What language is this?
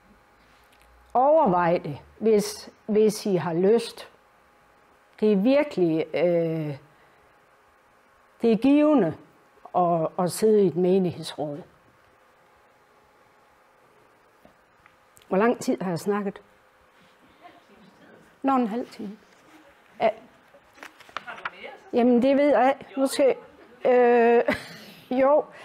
Danish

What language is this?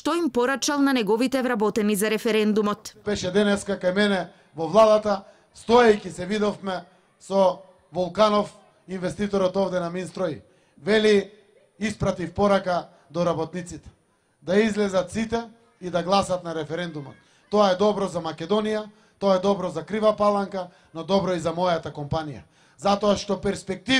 Macedonian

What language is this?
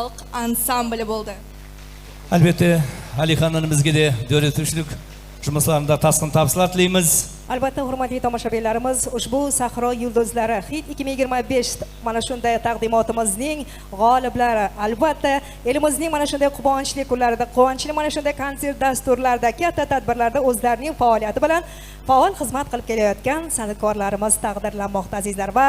Kara-Kalpak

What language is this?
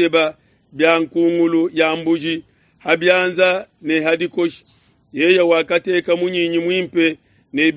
Luba-Lulua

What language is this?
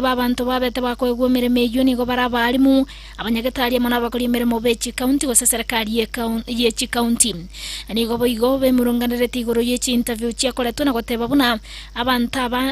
Gusii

